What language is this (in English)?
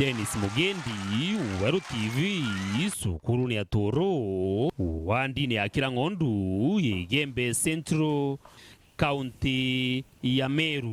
Meru